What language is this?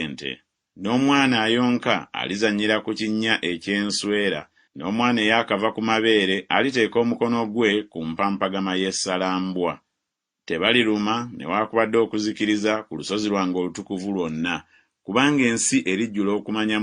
Ganda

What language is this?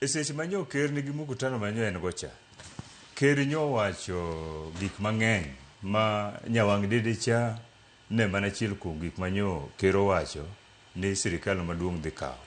Luo (Kenya and Tanzania)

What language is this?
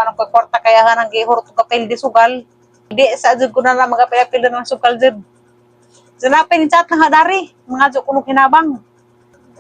Cebuano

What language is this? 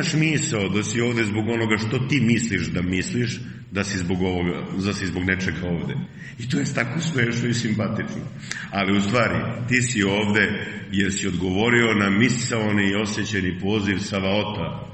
Serbian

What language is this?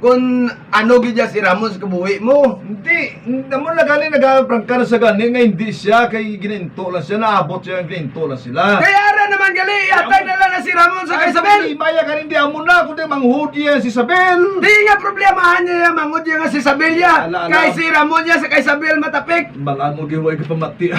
Hiligaynon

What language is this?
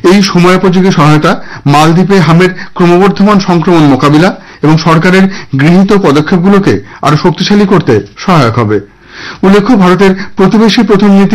Bangla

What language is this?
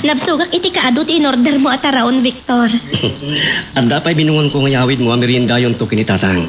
Iloko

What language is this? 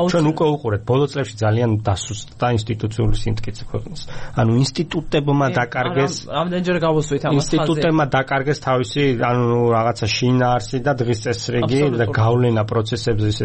Georgian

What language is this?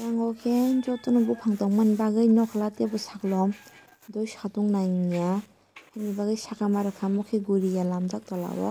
Kok Borok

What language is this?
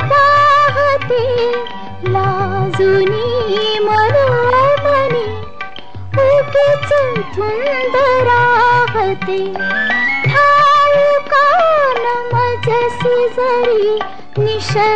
Marathi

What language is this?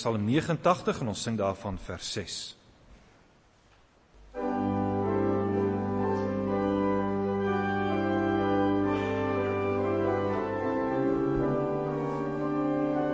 Afrikaans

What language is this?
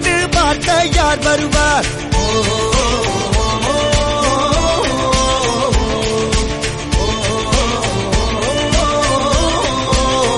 Tamil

